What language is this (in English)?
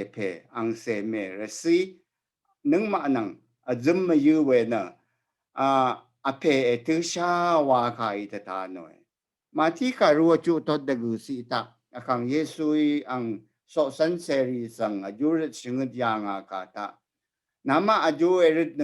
Rawang